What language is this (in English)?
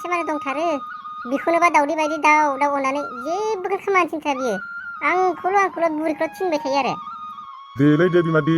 Bodo